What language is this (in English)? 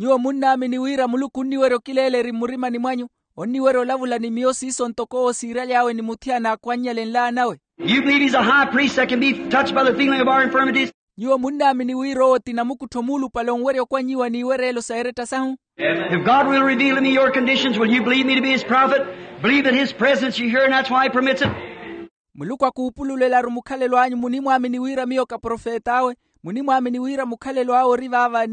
Makhuwa